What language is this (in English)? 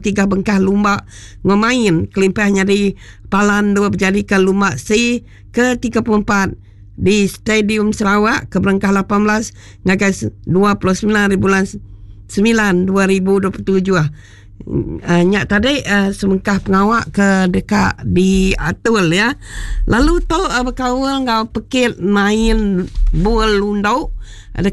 Iban